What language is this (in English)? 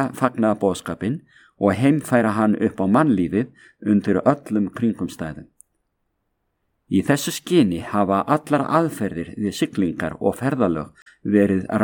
Icelandic